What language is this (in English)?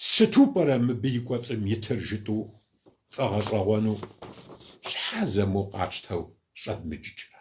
Kabardian